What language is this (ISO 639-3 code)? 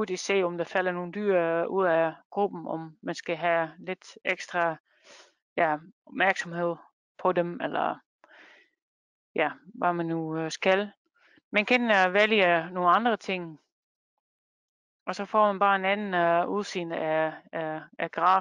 dan